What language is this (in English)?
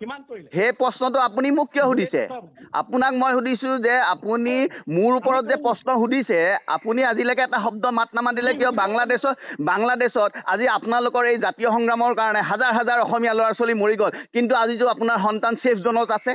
Assamese